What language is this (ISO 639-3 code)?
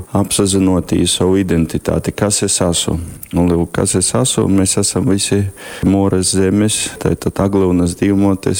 ltg